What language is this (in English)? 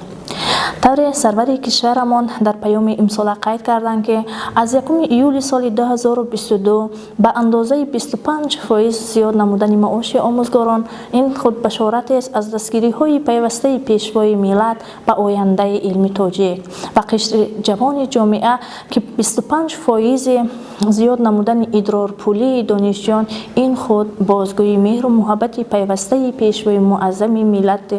Tajik